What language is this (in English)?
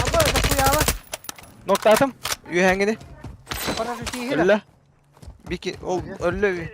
Yakut